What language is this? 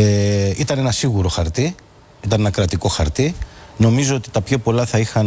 Greek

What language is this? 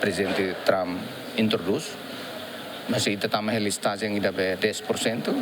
Tetum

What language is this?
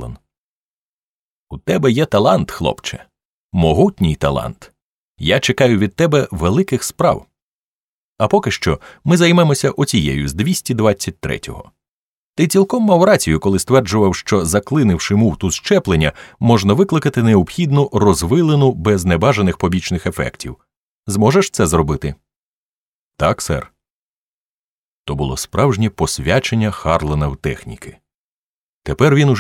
Ukrainian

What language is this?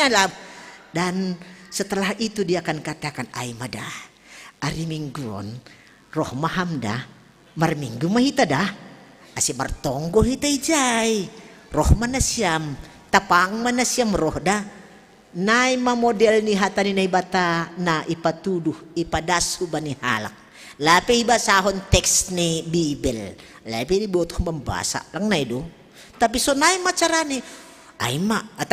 Batak Simalungun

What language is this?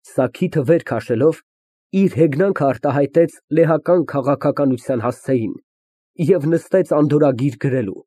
Armenian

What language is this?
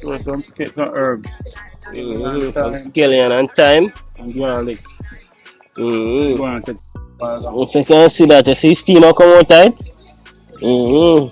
Jamaican Creole English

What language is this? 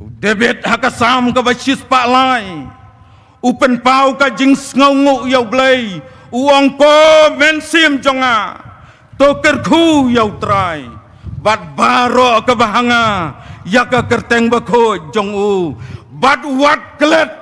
Khasi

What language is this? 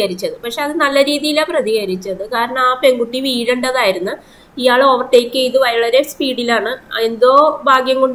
Malayalam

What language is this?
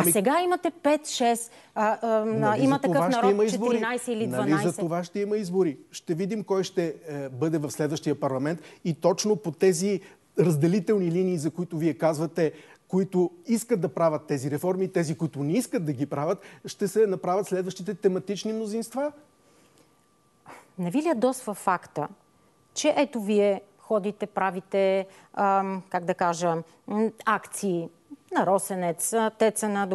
Bulgarian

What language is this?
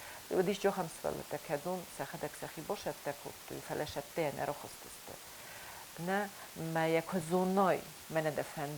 Ossetic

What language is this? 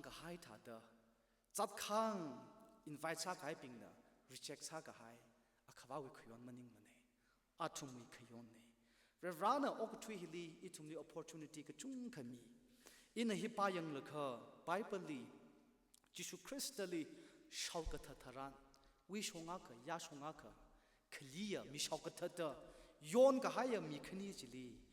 Tangkhul Naga (India)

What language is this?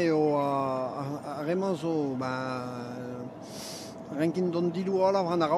Breton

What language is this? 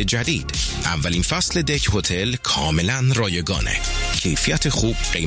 Persian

